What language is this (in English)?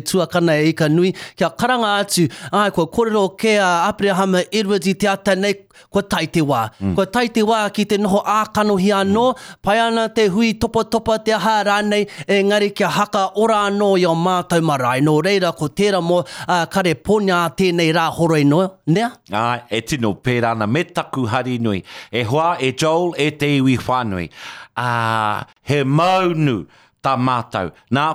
Māori